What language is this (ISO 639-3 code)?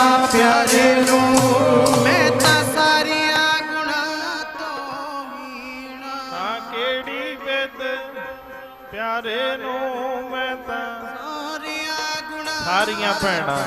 pan